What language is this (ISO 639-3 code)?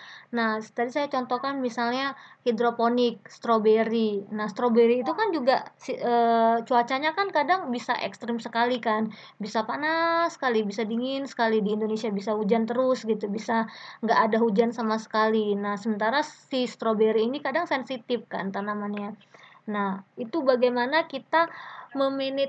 ind